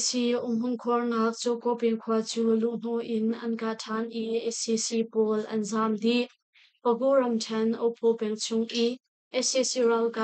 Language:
Hakha Chin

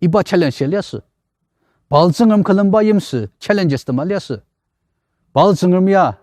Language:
Ao Naga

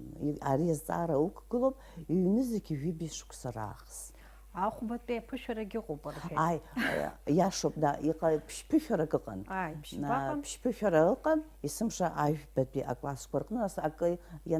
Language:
Abkhazian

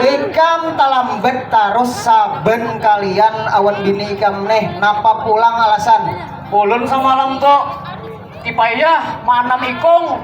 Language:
Banjar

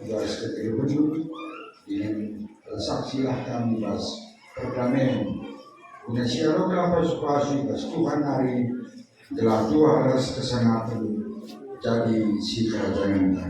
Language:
Batak Karo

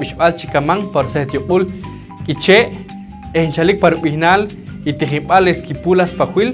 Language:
Poqomchi'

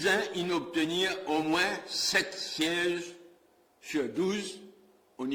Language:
Morisyen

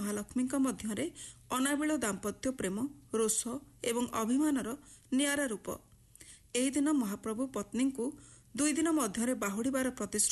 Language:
Odia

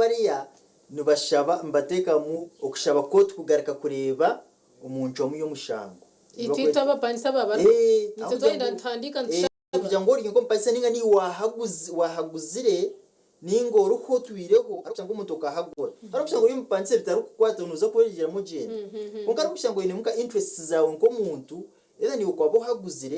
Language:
Nyankole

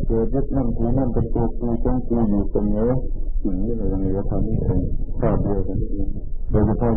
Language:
Thai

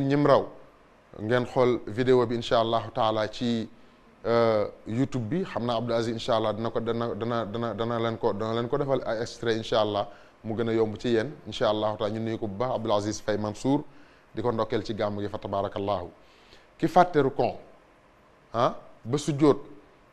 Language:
Wolof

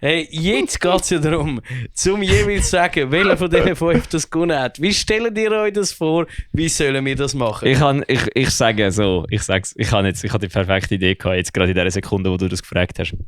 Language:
Swiss German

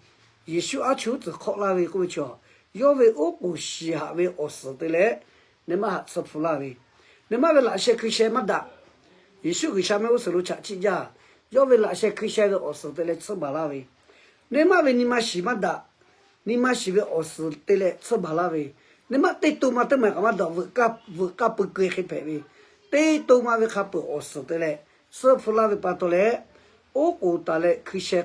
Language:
Lahu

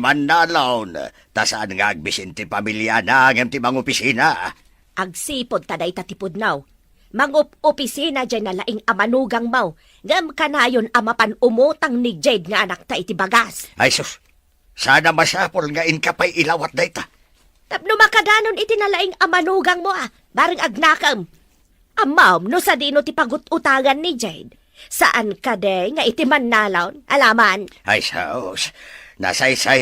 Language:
Iloko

